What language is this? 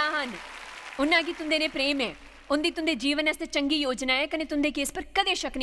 Dogri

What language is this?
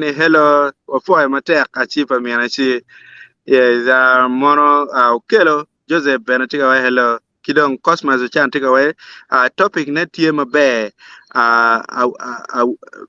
Acoli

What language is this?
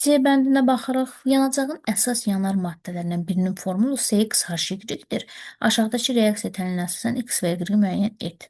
Azerbaijani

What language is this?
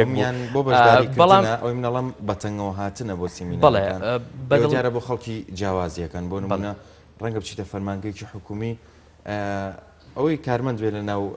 Central Kurdish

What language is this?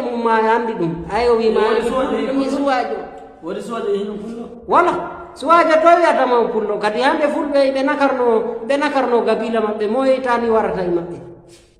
Fula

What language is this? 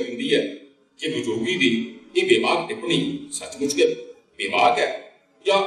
Dogri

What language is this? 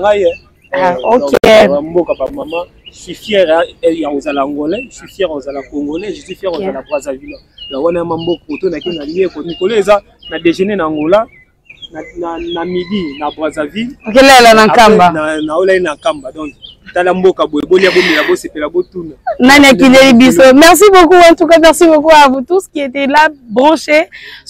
Lingala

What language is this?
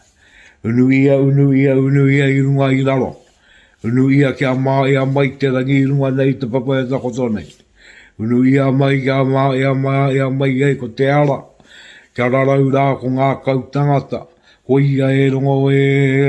Māori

